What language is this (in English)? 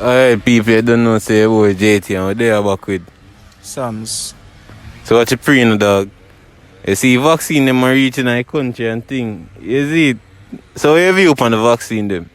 Jamaican Creole English